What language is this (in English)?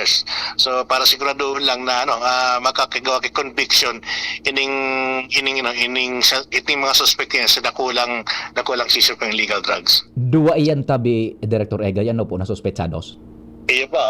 Bikol